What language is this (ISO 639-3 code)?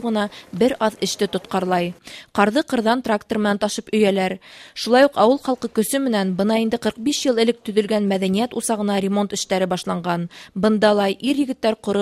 bak